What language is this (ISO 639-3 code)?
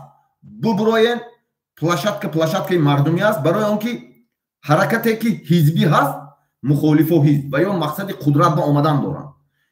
tgk